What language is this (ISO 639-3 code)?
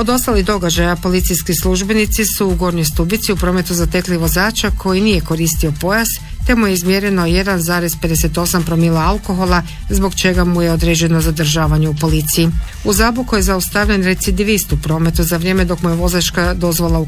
hrv